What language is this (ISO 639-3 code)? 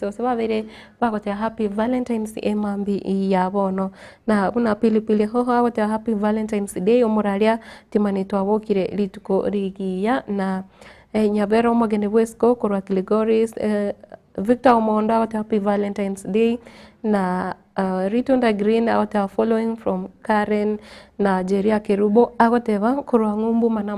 guz